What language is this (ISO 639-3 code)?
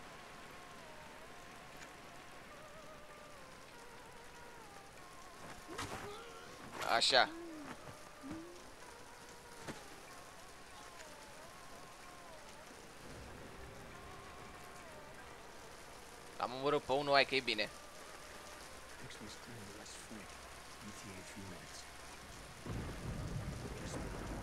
ron